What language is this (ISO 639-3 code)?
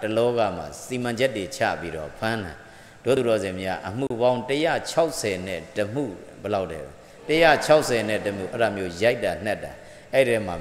mya